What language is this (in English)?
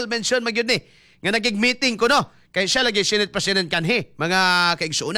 Cebuano